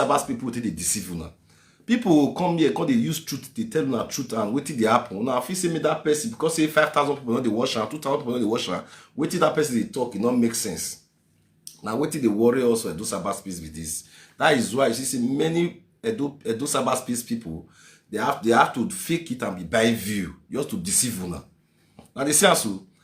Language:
Nigerian Pidgin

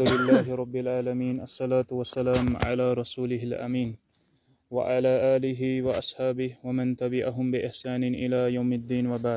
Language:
Kashmiri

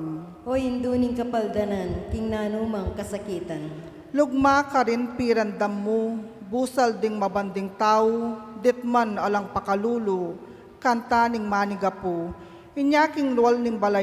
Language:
Pampanga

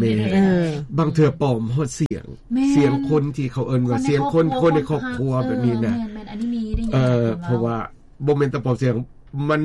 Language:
Lao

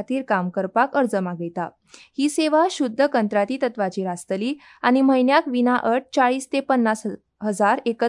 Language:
Konkani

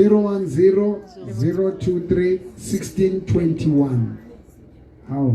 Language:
Southern Sotho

